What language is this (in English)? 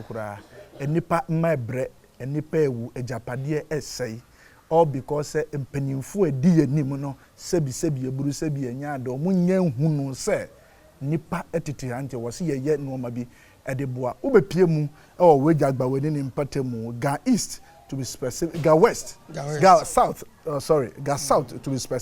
Akan